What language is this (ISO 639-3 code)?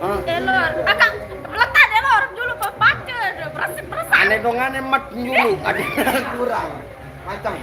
sas